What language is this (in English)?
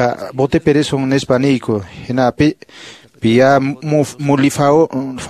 Quechua